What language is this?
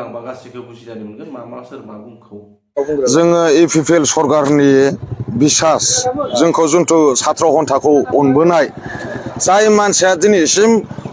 Bodo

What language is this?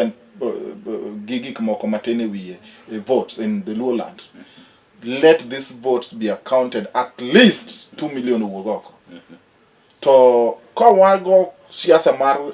Luo (Kenya and Tanzania)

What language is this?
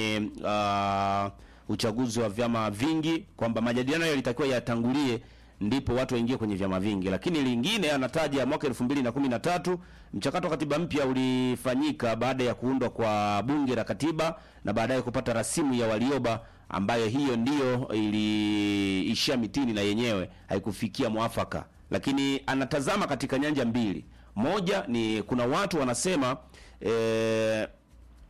Swahili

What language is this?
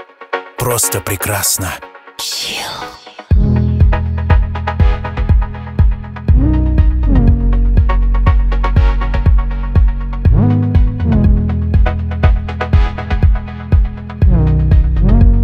Russian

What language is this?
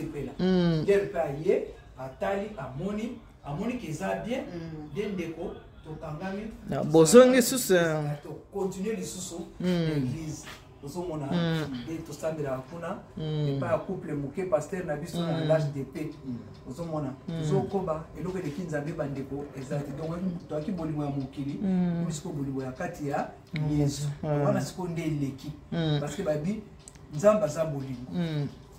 Lingala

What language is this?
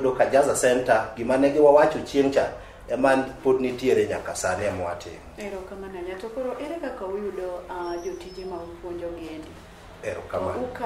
Luo (Kenya and Tanzania)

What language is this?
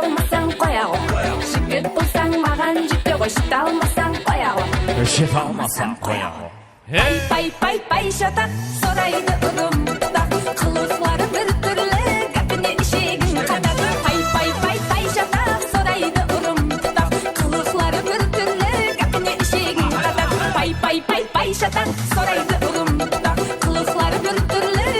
Kara-Kalpak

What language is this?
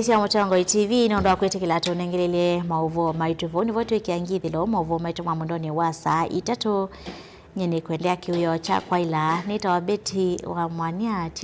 Kamba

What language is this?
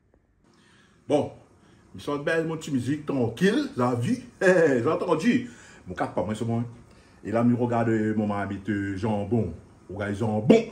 Réunion Creole French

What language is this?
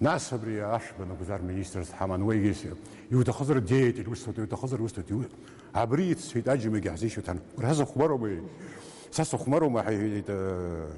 Abkhazian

